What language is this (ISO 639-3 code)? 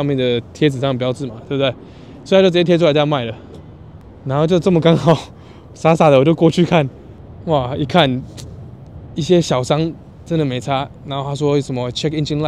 zho